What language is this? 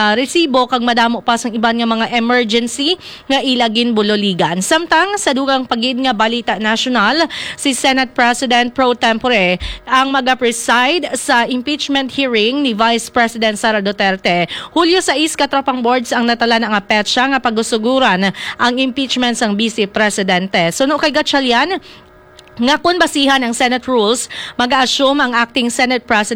Hiligaynon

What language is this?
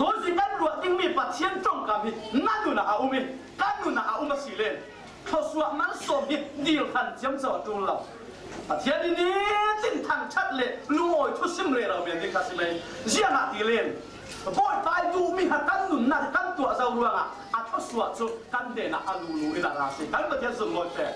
Falam Chin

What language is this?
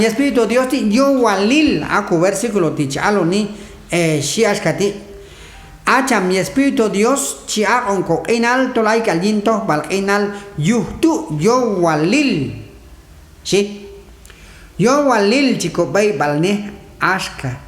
Q'anjob'al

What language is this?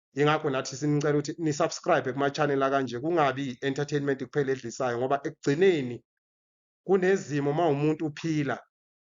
Zulu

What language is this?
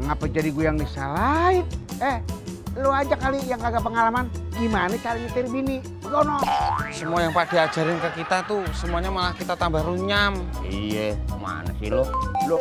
Betawi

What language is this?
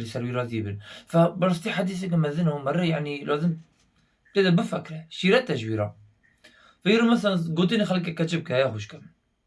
Kurdish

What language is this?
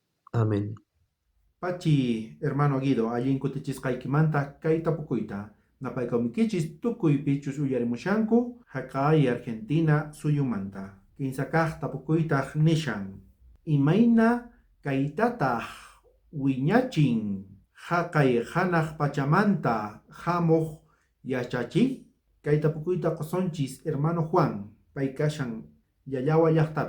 South Bolivian Quechua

